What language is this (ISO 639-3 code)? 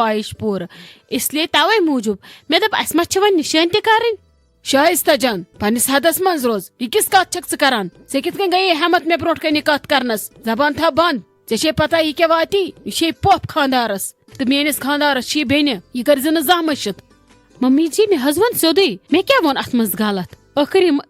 kas